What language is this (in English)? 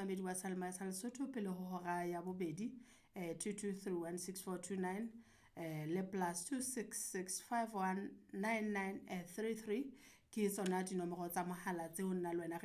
Southern Sotho